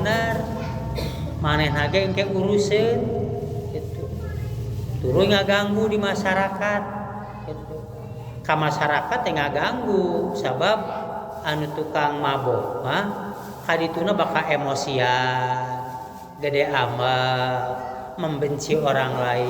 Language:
Sundanese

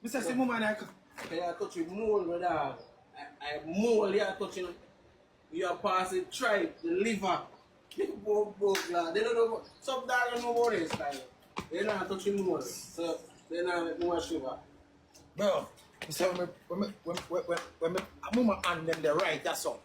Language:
Jamaican Creole English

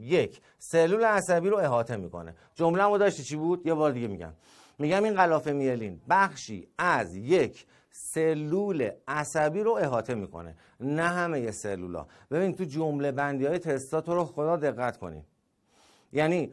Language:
Persian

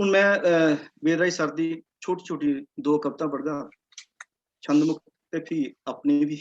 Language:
Dogri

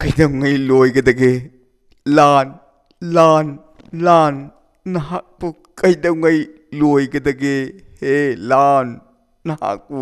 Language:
Manipuri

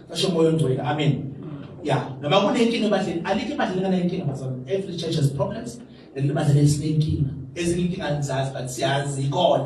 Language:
Zulu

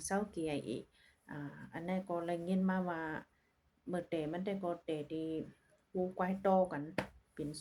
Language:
Shan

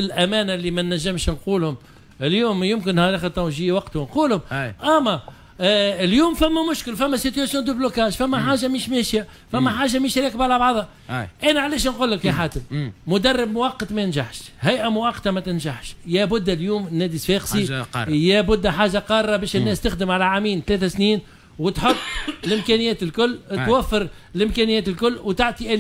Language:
Tunisian Arabic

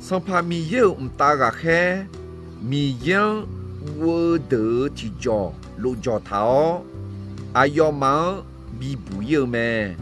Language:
Akha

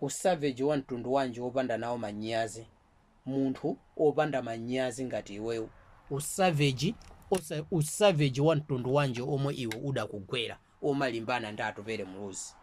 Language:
Nyanja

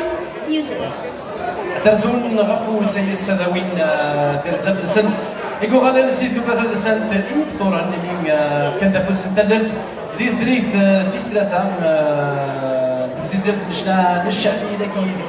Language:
Kabyle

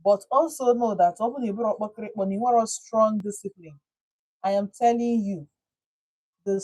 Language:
Igbo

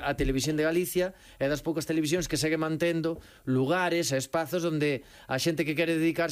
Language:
Galician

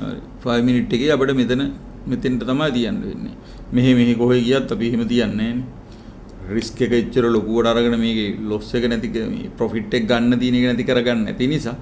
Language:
Sinhala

